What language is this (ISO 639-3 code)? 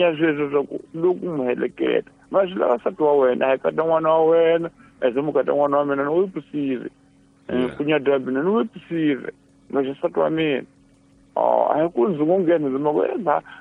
tso